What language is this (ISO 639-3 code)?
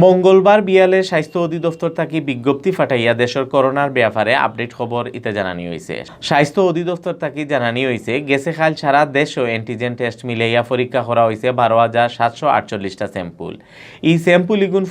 syl